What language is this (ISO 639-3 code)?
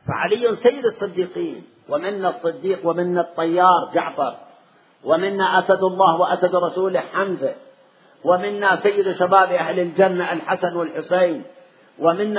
ara